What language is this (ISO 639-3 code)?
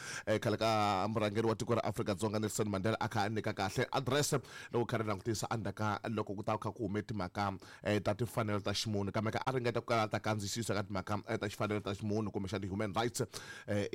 tso